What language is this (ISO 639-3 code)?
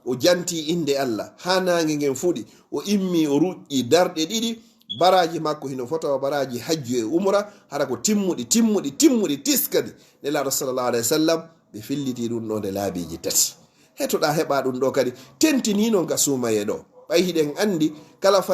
ful